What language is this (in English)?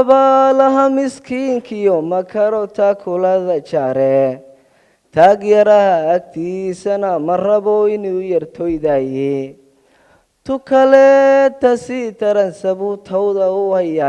Somali